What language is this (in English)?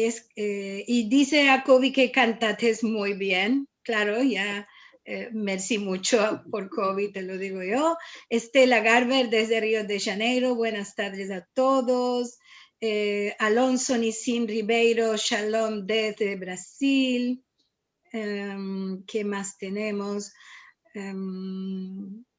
Ladino